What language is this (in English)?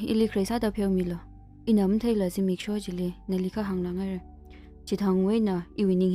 Tangkhul Naga (India)